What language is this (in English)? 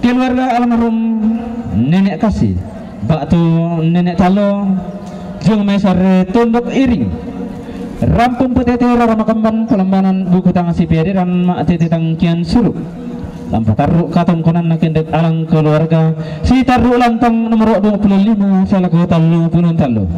Toraja-Sa'dan